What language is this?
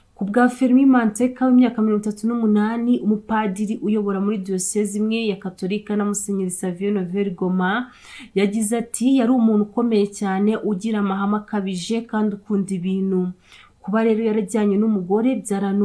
Kinyarwanda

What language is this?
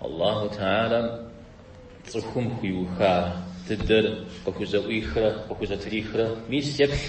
Kabardian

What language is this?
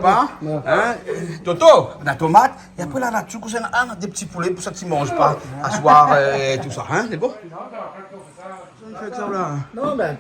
Réunion Creole French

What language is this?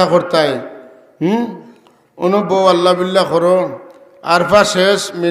Sylheti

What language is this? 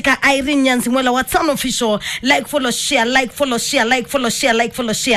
Kamba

